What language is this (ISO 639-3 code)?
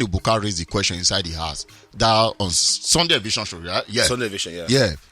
pcm